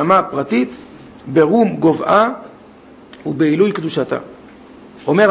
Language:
Hebrew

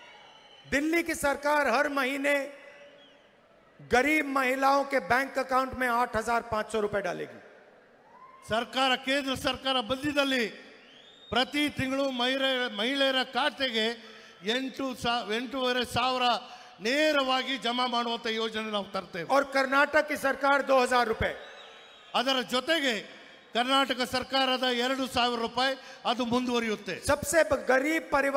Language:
Kannada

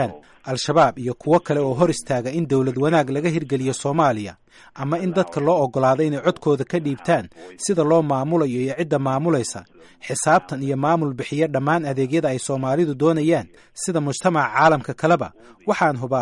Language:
Somali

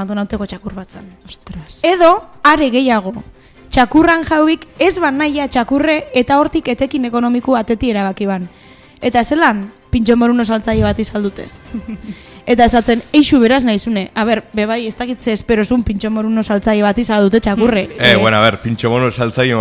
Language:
Basque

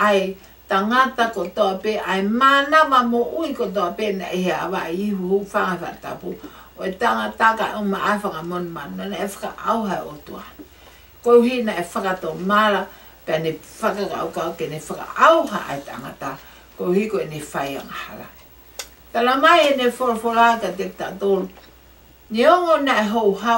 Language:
Tongan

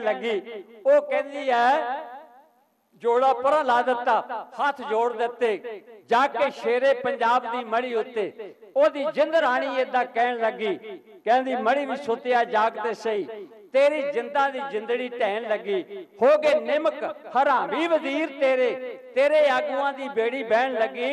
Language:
Punjabi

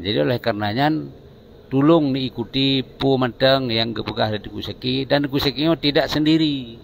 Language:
Achinese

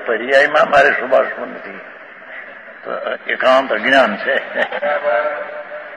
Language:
Gujarati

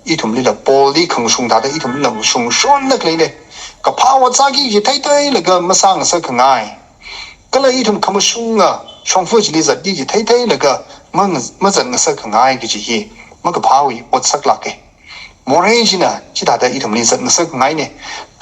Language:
Tangkhul Naga (India)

